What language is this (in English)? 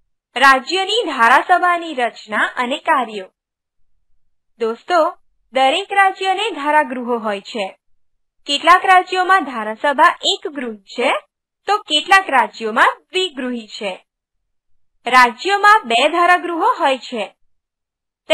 Gujarati